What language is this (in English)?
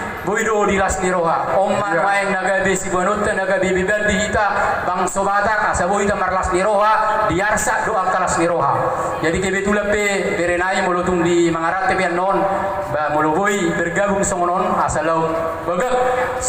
Batak Toba